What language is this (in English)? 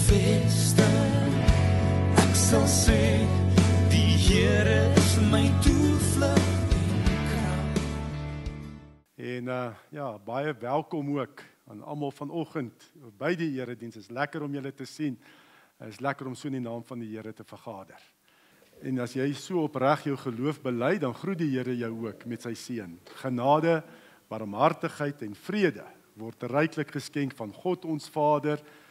Afrikaans